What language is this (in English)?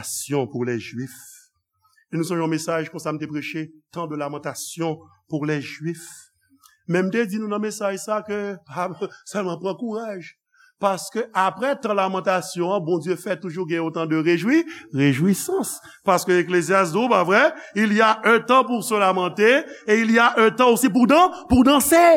Haitian Creole